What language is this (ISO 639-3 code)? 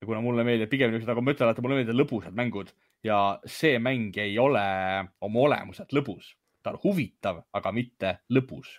est